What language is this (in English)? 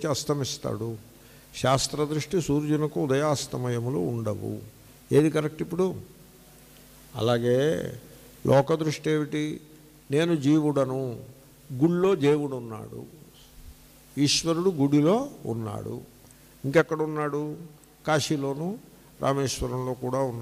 Telugu